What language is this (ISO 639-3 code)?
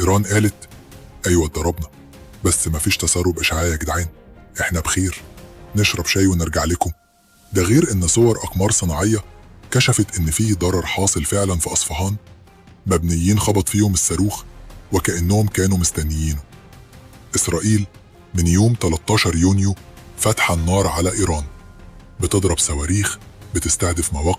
arz